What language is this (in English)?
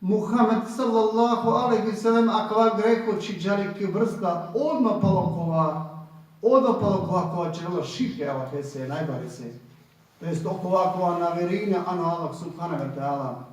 Balkan Romani